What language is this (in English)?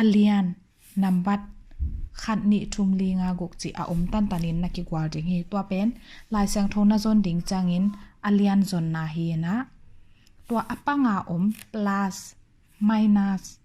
Tedim Chin